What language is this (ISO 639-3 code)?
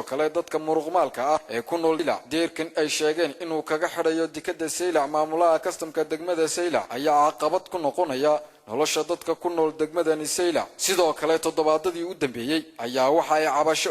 som